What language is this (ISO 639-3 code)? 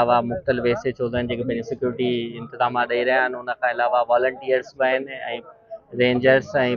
snd